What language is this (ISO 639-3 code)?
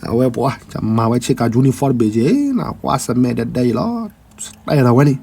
ksw